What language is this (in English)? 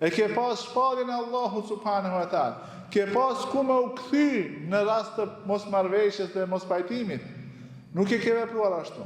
Albanian